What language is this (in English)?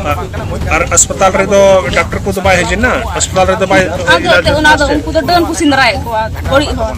Santali